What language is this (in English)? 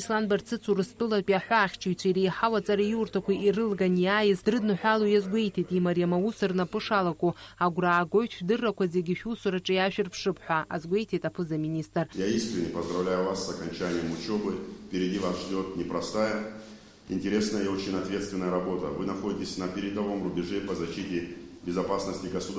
Abkhazian